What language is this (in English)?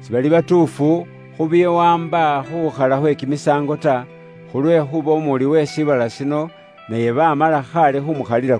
Luyia